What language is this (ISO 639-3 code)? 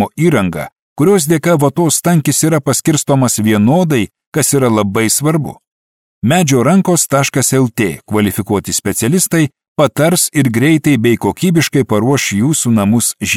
lit